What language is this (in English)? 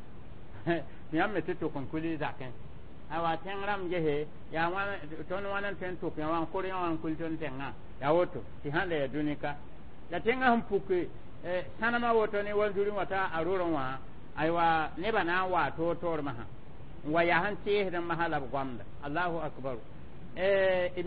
Mossi